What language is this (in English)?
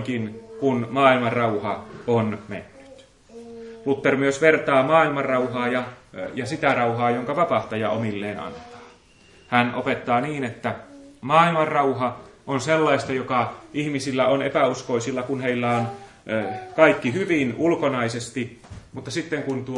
Finnish